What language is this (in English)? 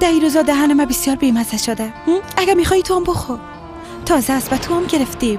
Persian